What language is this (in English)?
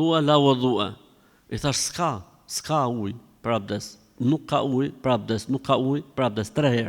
Albanian